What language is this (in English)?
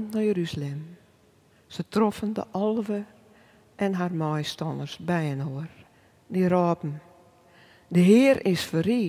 Western Frisian